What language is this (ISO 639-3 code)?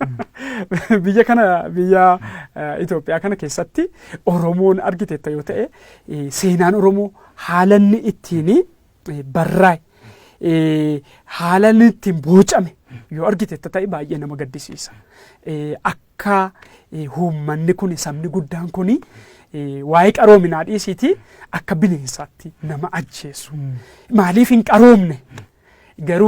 orm